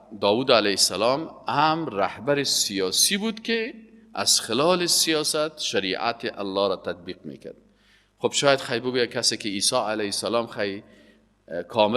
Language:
Persian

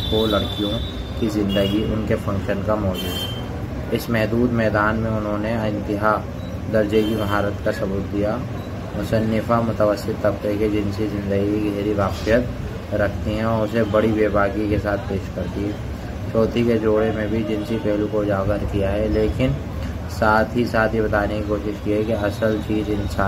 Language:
Urdu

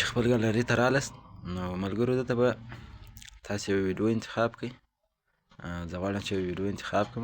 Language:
Pashto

